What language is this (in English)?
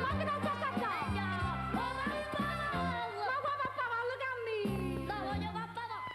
Neapolitan